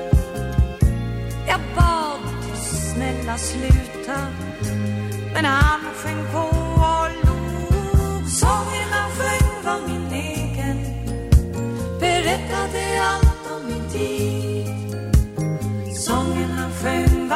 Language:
Swedish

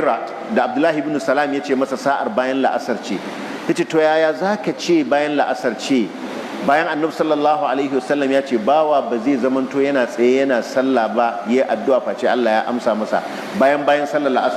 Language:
Hausa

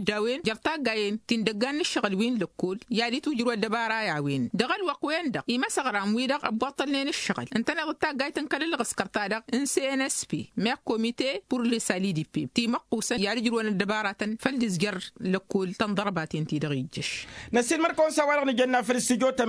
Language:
Tamasheq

